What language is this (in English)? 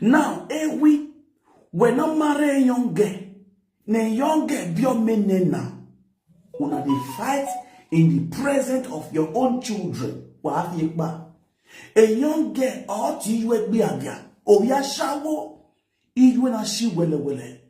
Nigerian Pidgin